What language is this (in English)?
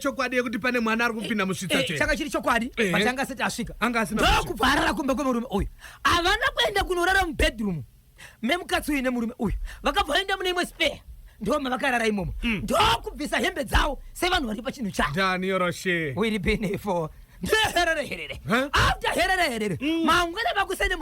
Shona